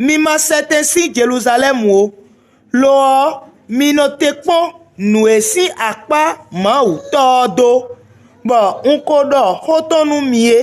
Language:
Fon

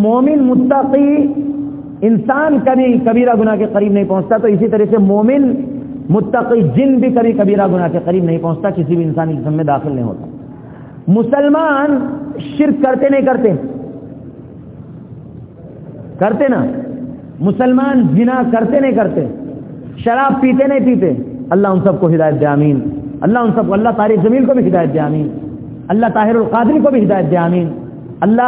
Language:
Urdu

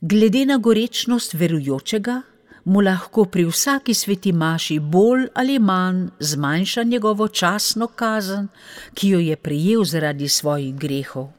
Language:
Slovenian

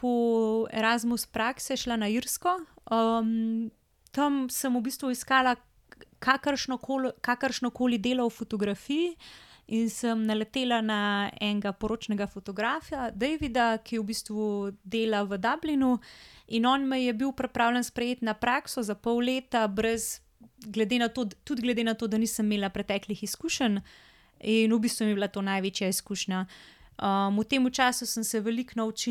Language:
Slovenian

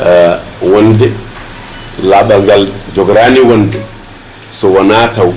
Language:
Fula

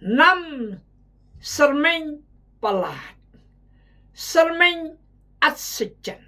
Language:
Khmu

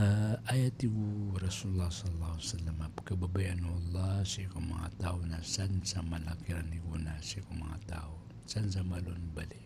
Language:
Maranao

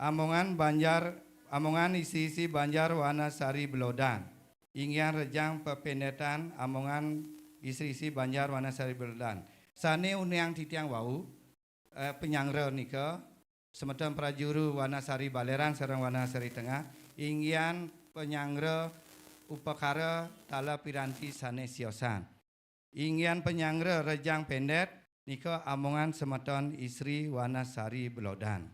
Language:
Balinese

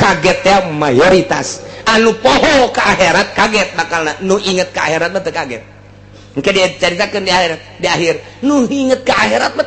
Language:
Sundanese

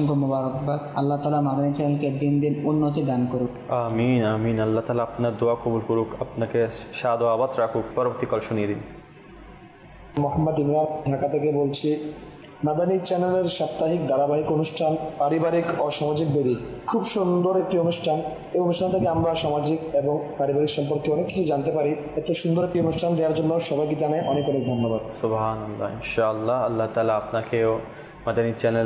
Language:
Bangla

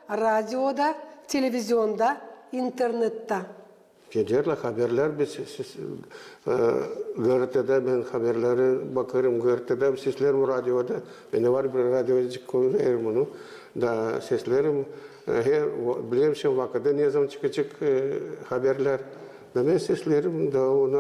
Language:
Gagauz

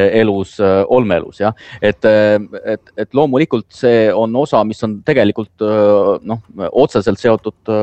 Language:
Estonian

